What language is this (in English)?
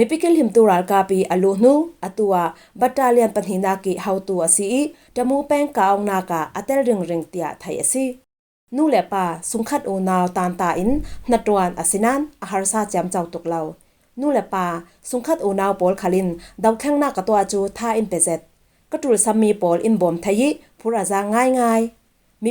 Falam Chin